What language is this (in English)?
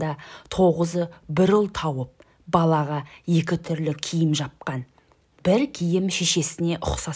Kazakh